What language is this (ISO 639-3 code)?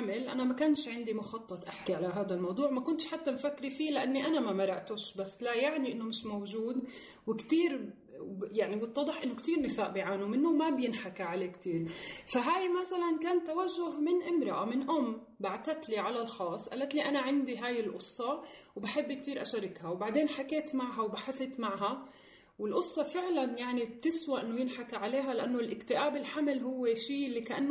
apc